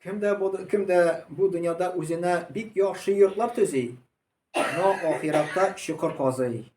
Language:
Tatar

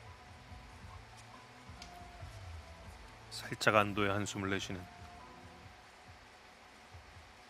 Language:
Korean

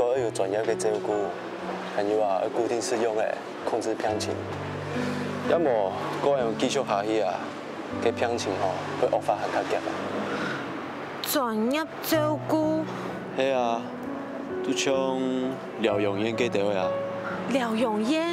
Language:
Hakka Chinese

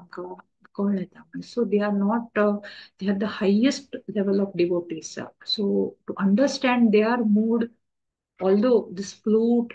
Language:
Konkani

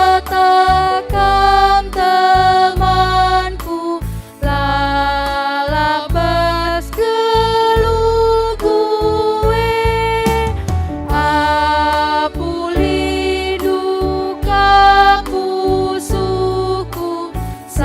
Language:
Batak Karo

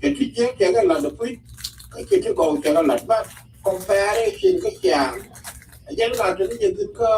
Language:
Nuer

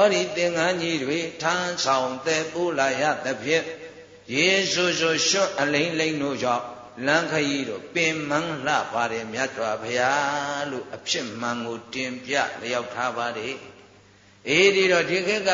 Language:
Burmese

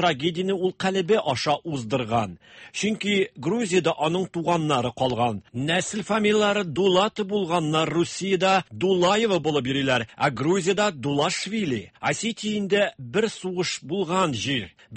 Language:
Tatar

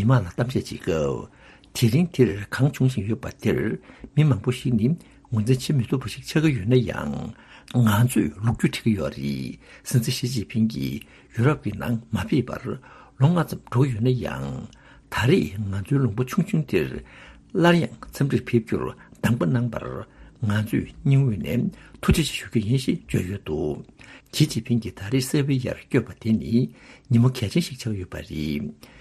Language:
Tibetan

